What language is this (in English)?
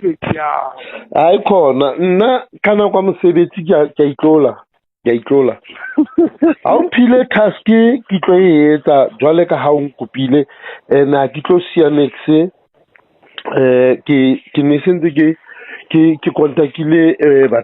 Southern Sotho